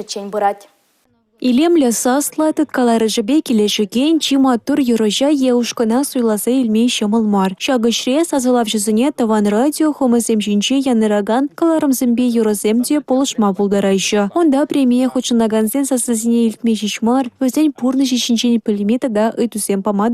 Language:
Chuvash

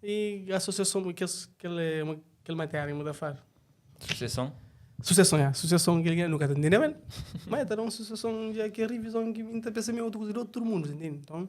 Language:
Kabuverdianu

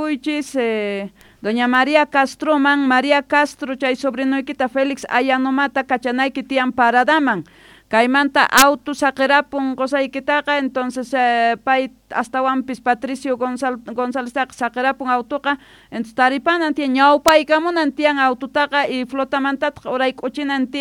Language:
Quechua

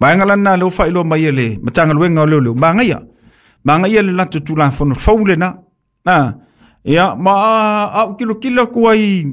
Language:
Samoan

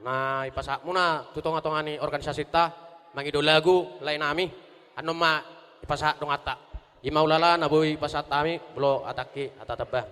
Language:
Batak Toba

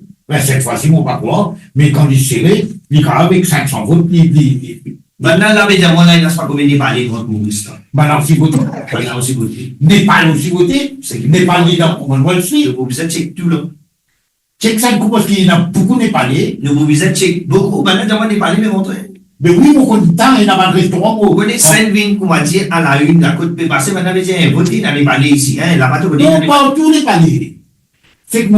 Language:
Morisyen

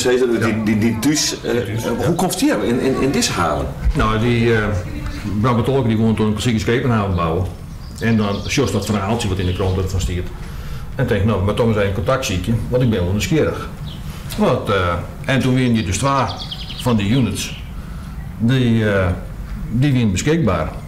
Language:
Western Frisian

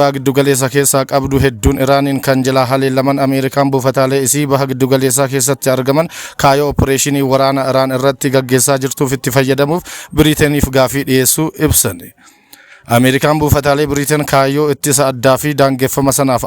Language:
Oromo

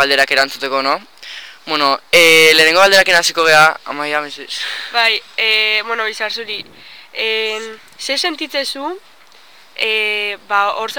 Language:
Basque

